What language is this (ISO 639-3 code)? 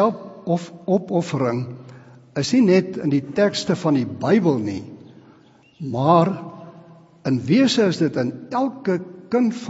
afr